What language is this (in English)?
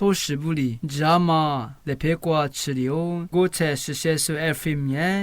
Lisu